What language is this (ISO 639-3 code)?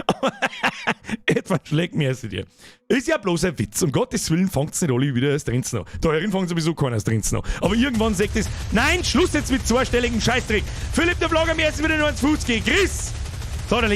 bar